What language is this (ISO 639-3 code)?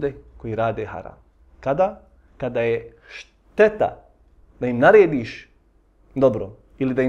bos